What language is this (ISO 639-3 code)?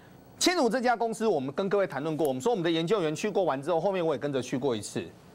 zho